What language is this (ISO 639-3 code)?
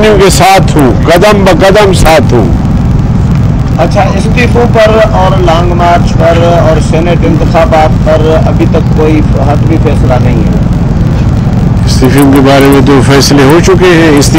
urd